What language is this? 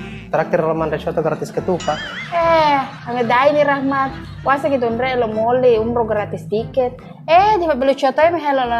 Buginese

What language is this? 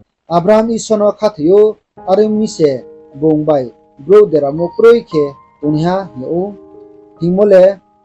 Riang (India)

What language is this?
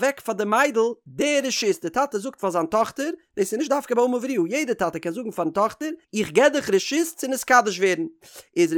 Yiddish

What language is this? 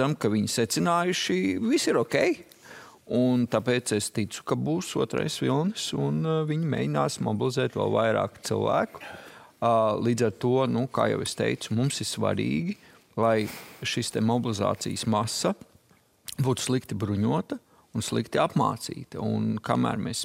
Latvian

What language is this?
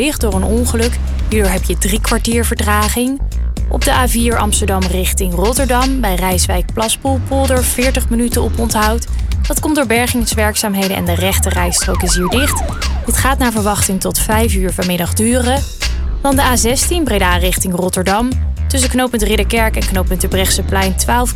Dutch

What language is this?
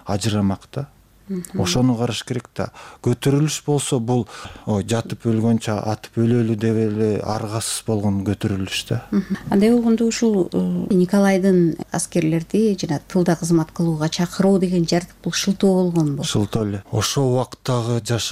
Kyrgyz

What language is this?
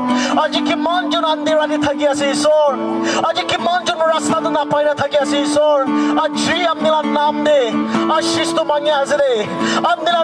Naga Pidgin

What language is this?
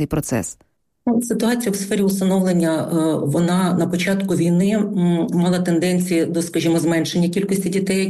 Ukrainian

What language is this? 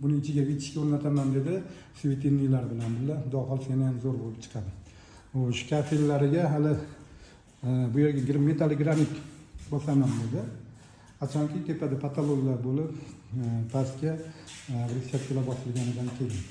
Uzbek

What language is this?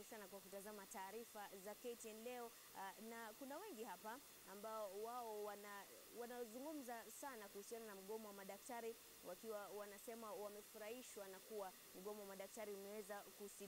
Swahili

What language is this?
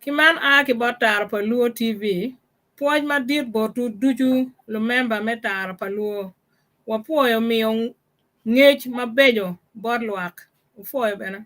Acoli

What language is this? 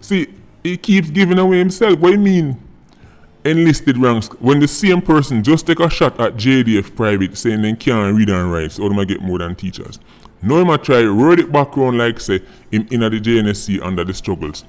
Jamaican Creole English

